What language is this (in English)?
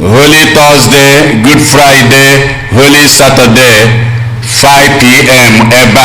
Igbo